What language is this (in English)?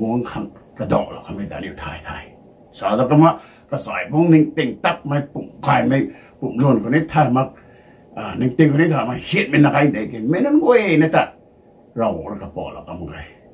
Rongmei Naga